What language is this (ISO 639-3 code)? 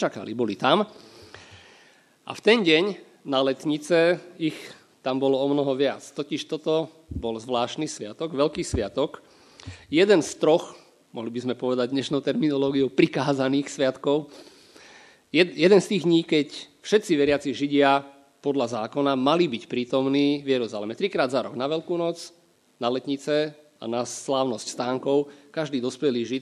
slk